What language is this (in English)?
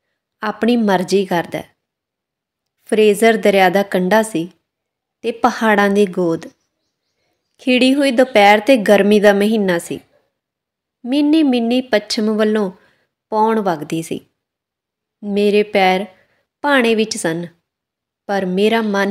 Punjabi